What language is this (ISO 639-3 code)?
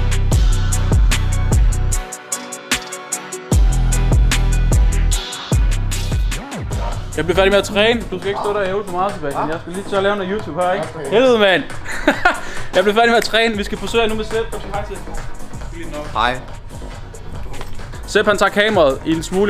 dan